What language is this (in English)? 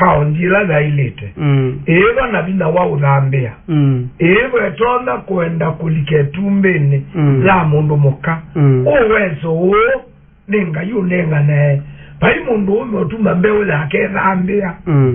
Kamba